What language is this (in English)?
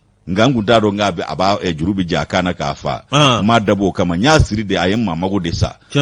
Bambara